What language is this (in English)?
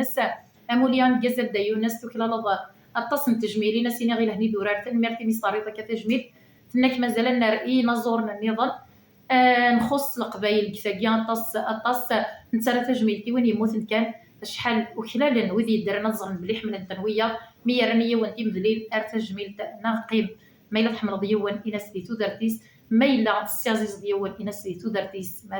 Kabyle